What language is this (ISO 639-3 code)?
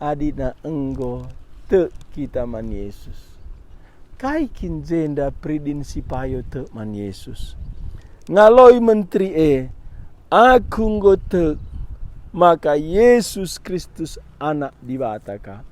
btx